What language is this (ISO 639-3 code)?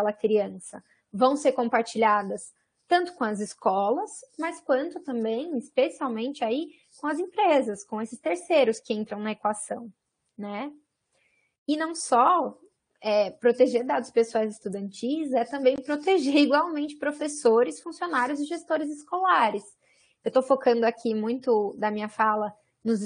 por